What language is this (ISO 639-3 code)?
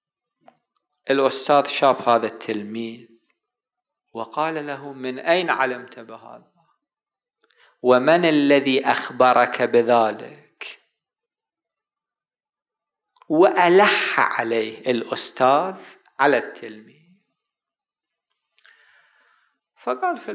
ara